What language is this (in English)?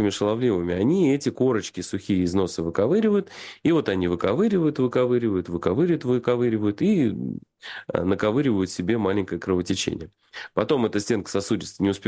Russian